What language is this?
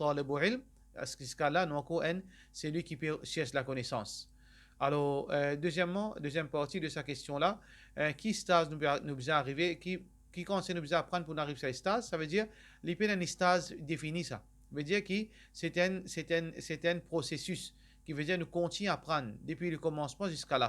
Morisyen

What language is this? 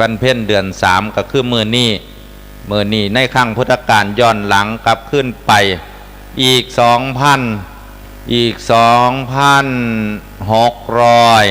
Lao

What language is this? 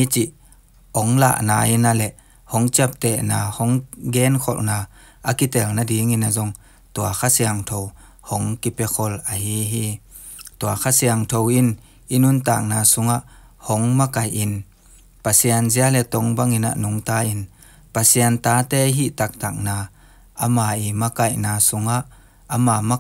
Tedim Chin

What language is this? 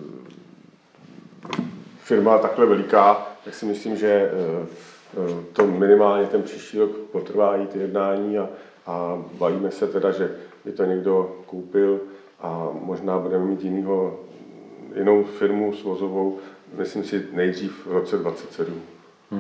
Czech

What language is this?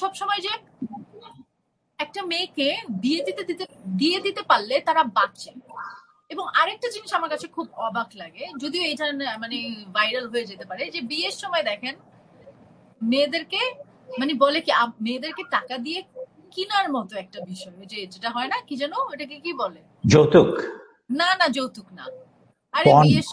Bangla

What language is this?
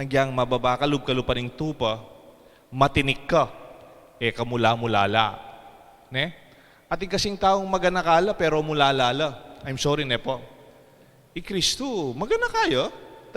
Pampanga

